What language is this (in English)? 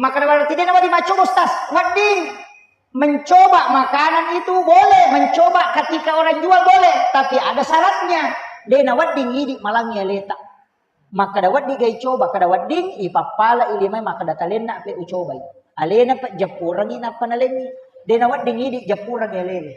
Buginese